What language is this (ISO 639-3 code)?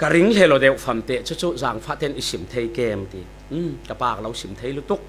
cfm